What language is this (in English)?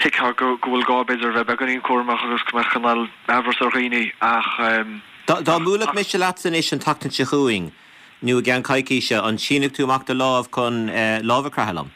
Irish